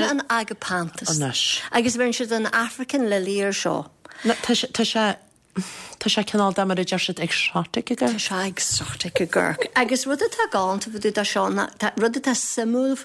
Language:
Irish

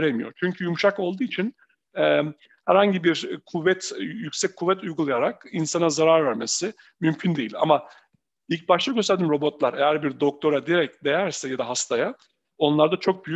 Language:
Turkish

